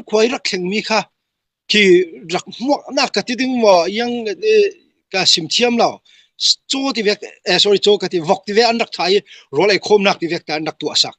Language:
Falam Chin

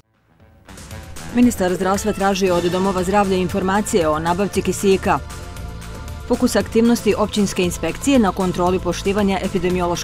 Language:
Bosnian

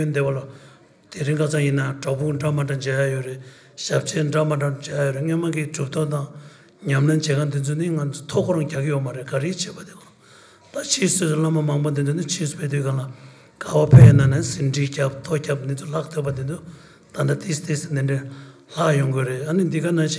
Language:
Tibetan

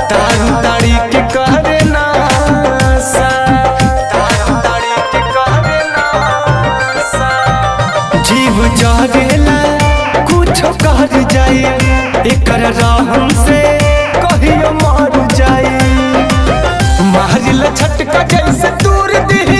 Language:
Bhojpuri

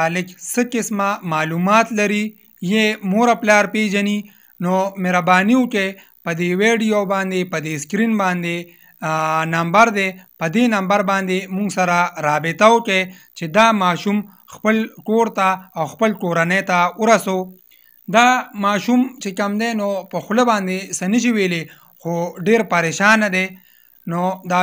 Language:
Pashto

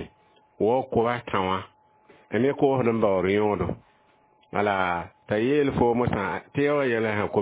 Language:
Mossi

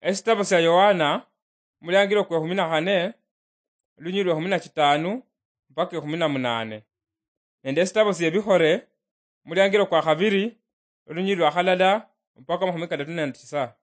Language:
Luyia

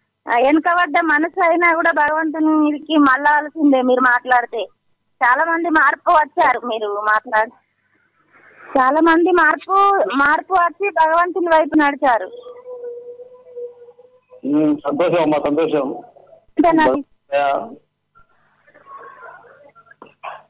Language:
Telugu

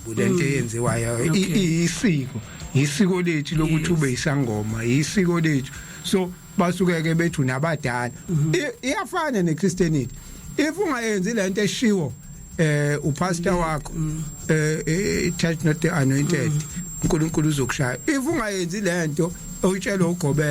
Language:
Zulu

